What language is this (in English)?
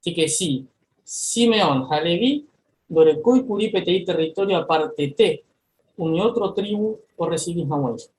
Guarani